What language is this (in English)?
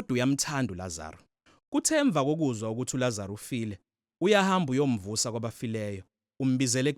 Zulu